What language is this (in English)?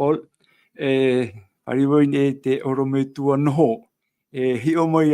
Tahitian